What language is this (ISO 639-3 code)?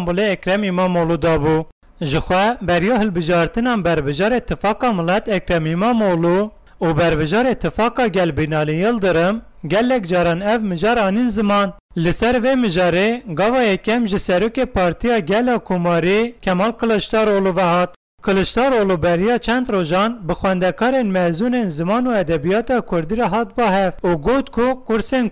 kur